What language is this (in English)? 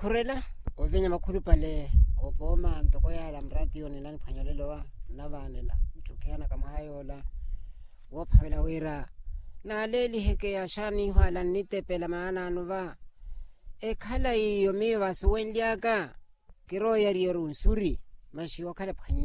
Makhuwa